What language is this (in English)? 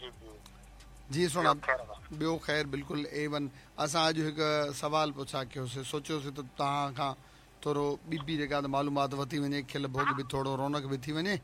Sindhi